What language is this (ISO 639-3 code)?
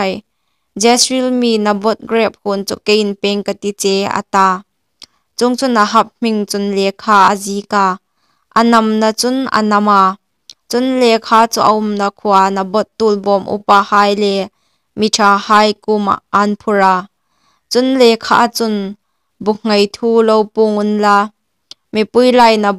hmr